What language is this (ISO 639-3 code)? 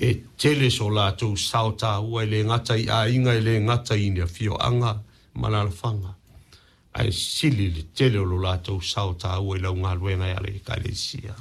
smo